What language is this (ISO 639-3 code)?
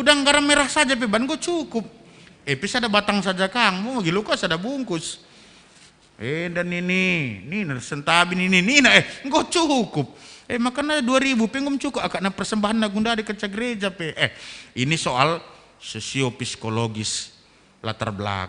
btx